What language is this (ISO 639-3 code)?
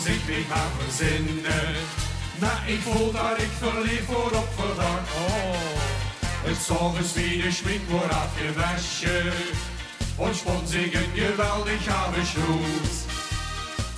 lim